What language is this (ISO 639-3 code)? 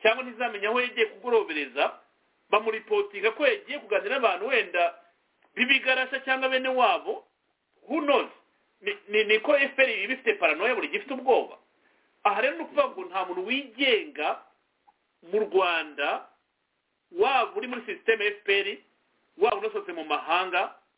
kin